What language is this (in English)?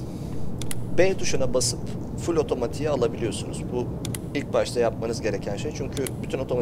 Turkish